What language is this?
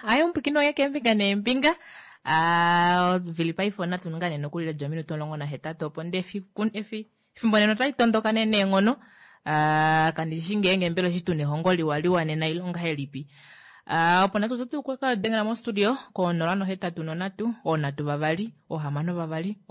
Kuanyama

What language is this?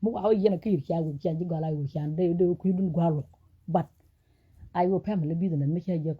Nuer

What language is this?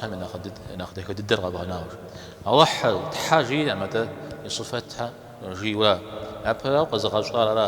Kabardian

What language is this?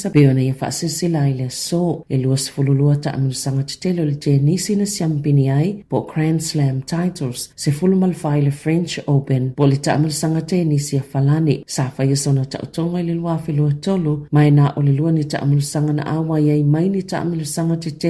Samoan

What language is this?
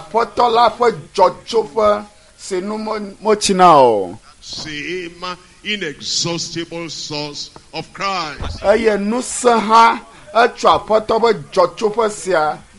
Ewe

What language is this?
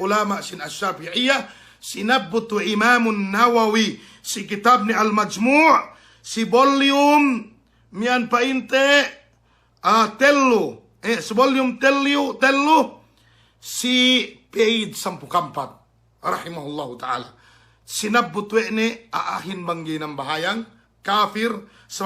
Yakan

